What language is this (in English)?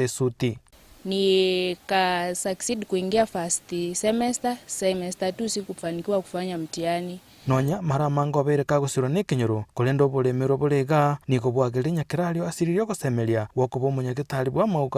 Gusii